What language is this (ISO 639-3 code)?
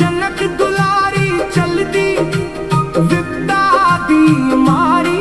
doi